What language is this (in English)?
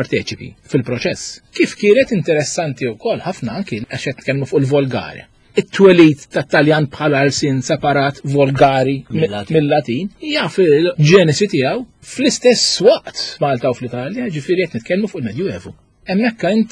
Maltese